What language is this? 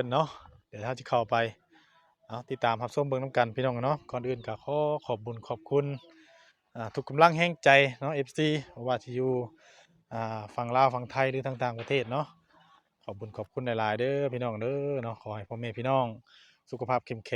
Northeastern Thai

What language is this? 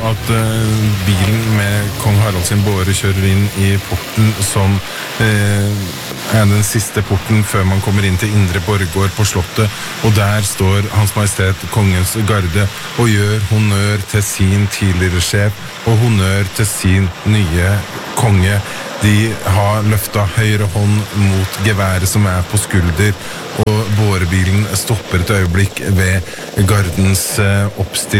Norwegian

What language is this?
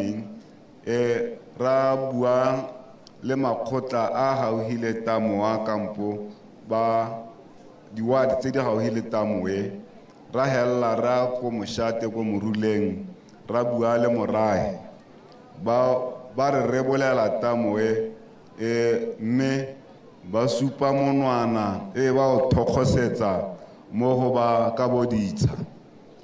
Tswana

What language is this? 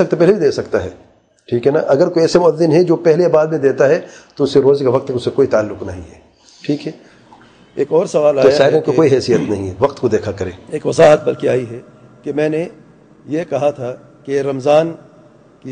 Urdu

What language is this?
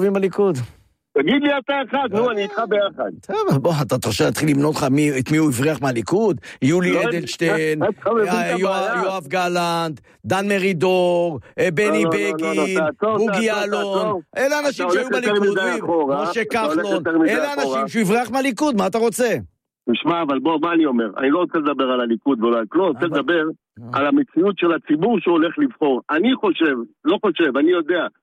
Hebrew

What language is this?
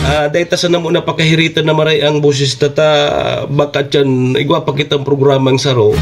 Bikol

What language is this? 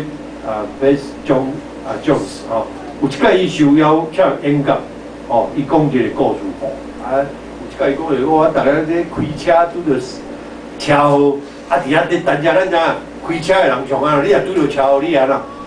Min Nan Chinese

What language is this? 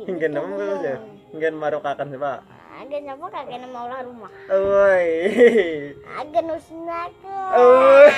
Banjar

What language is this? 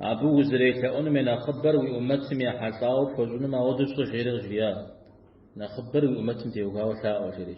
Kabardian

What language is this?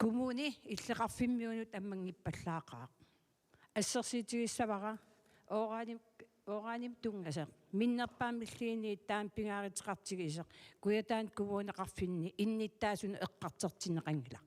Kalaallisut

